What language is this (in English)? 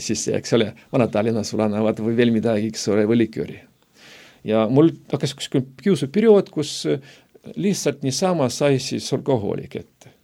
Estonian